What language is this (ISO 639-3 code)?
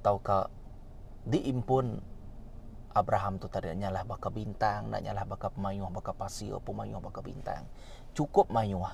iba